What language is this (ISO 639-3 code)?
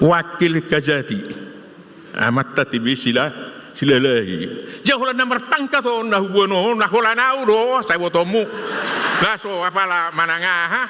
bbc